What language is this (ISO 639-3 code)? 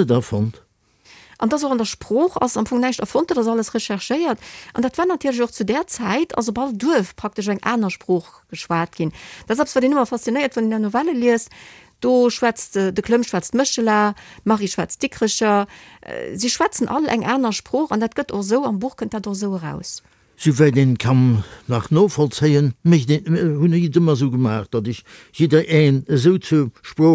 ltz